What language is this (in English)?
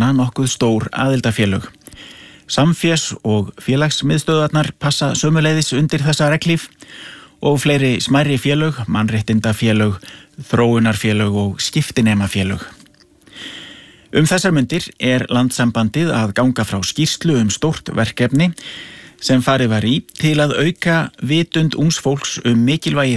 Icelandic